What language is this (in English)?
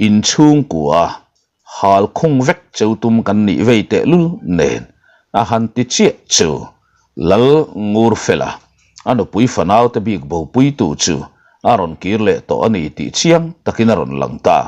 Mizo